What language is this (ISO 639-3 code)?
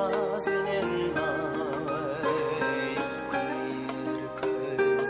kaa